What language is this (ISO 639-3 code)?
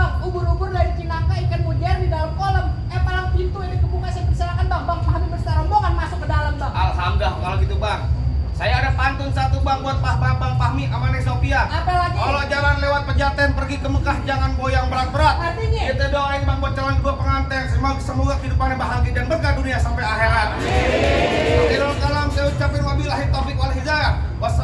bew